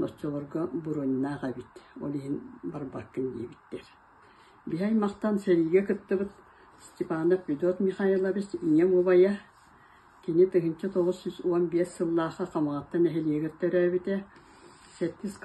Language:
Yakut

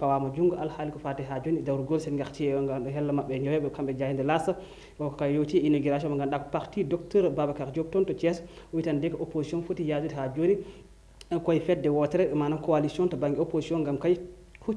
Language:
Fula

